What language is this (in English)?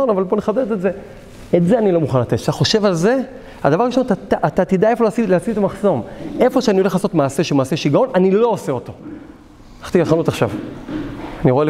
Hebrew